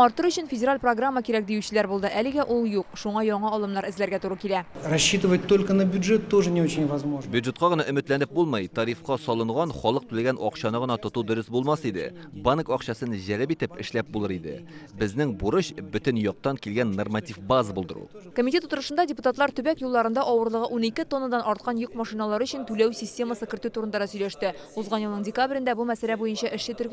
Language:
Tatar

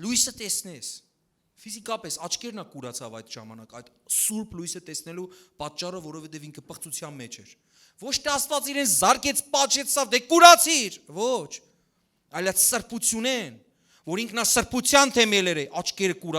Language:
Western Armenian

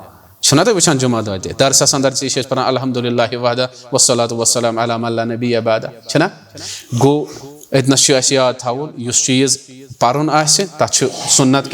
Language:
Kashmiri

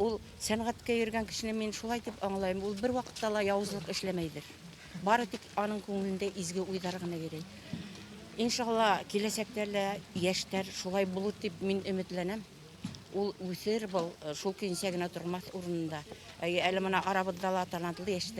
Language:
Bashkir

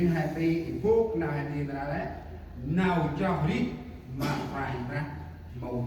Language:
Central Mnong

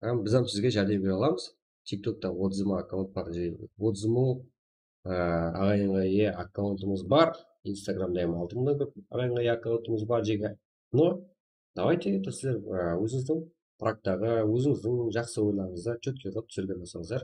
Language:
Kara-Kalpak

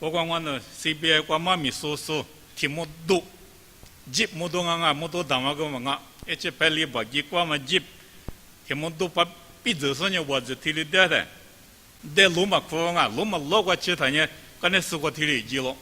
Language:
Lisu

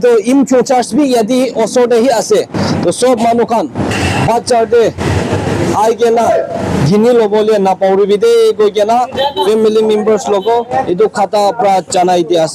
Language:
Naga Pidgin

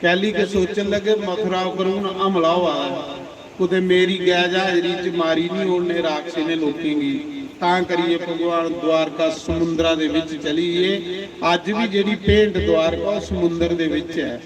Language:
Dogri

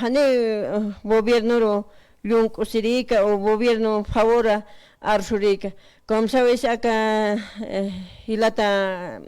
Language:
Aymara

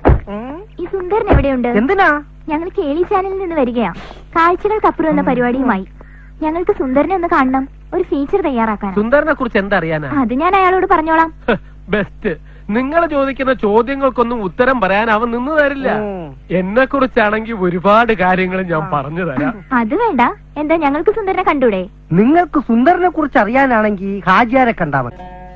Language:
Malayalam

